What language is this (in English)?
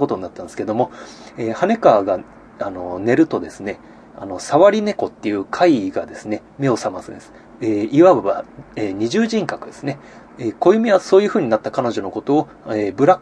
Japanese